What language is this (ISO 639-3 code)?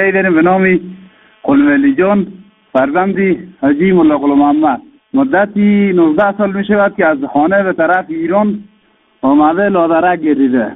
fas